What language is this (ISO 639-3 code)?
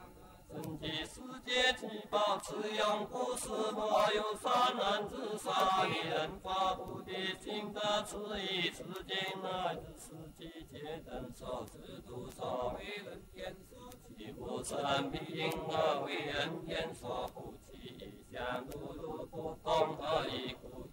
zho